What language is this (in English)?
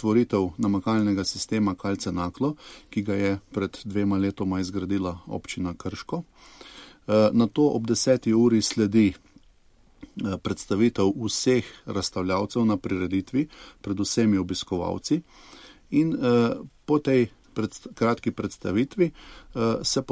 Slovenian